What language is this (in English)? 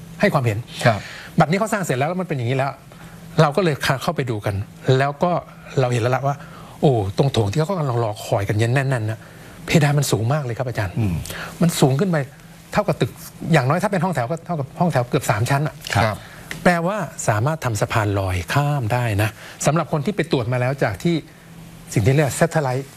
Thai